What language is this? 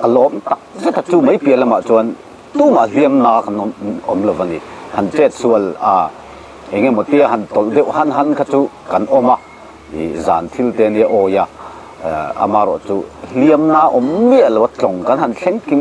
Mizo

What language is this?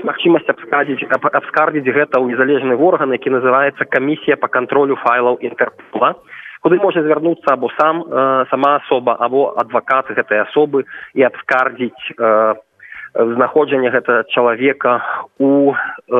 Belarusian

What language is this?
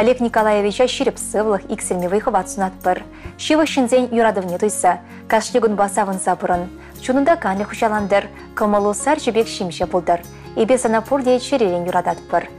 Chuvash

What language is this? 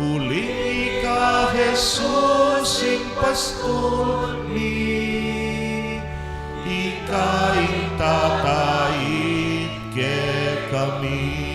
Pampanga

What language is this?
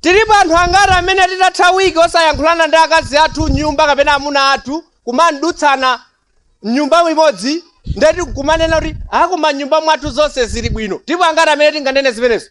Nyanja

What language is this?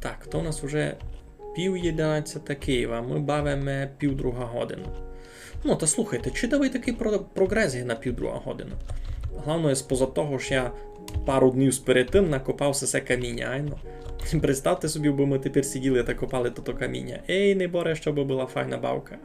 Rusyn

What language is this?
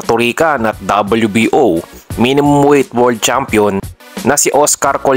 Filipino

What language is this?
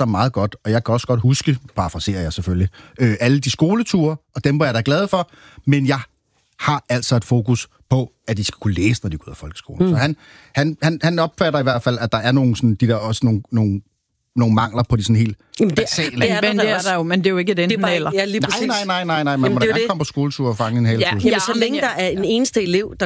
Danish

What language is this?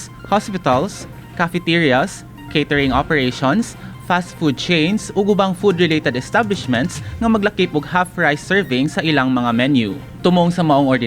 Cebuano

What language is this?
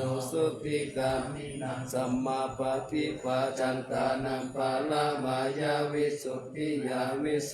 Pali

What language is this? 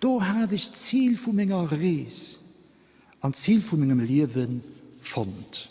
Luxembourgish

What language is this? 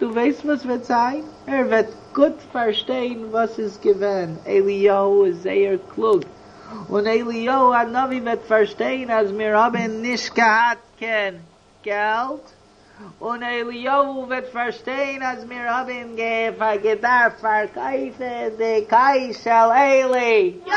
Yiddish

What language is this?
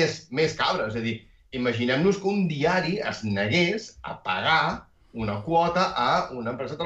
Catalan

